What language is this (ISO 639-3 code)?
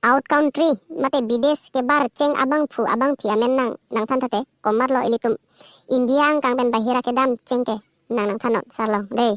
mjw